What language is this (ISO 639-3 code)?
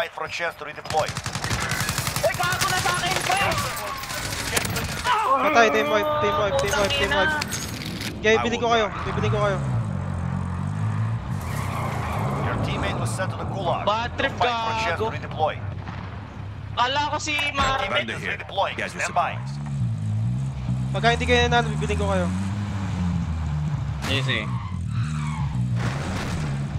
fil